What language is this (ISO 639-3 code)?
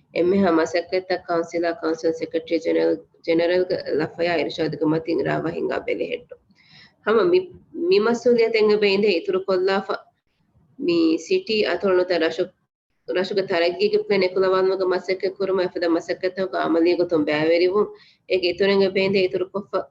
div